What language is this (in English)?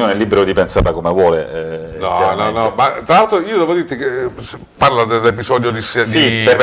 Italian